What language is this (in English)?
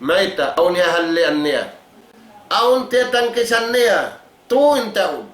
Tausug